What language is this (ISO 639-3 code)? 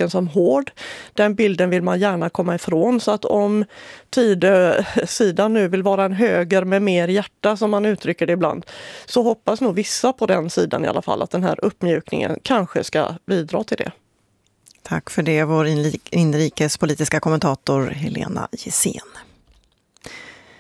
swe